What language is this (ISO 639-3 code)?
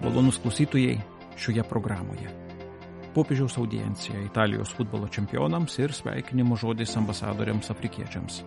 lit